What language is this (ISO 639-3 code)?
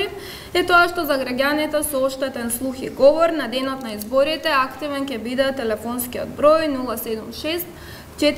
mkd